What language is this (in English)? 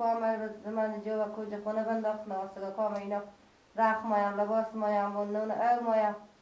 Persian